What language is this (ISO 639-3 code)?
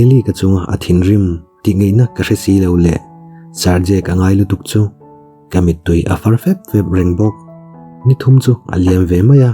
lus